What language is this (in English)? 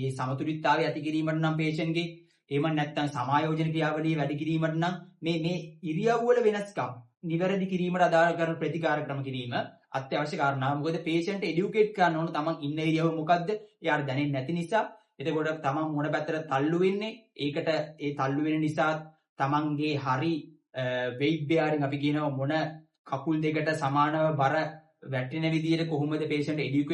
Sinhala